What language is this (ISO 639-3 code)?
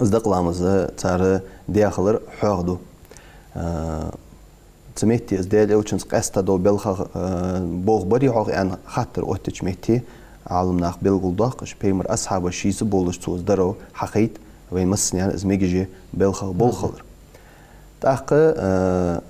inh